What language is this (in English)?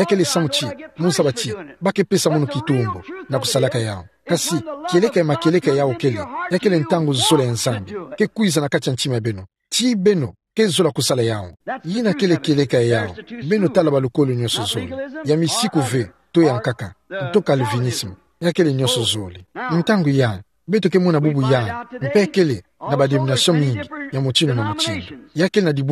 Kituba (Democratic Republic of Congo)